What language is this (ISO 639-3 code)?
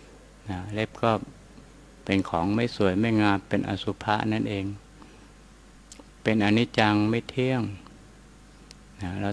tha